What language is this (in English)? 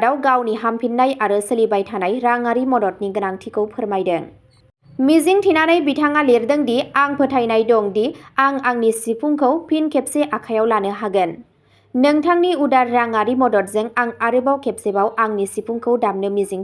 Bodo